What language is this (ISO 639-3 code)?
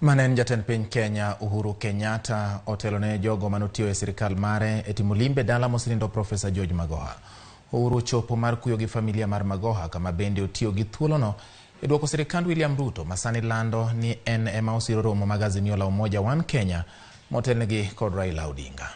luo